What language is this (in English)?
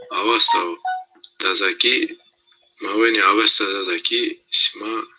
Zaza